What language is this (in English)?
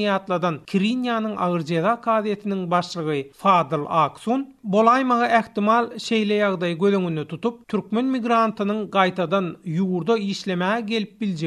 Turkmen